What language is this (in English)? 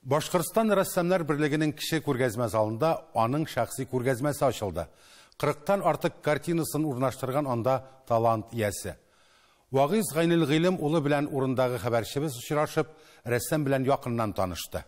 Tatar